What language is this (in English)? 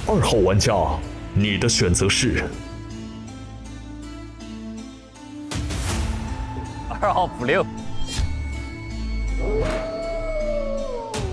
Chinese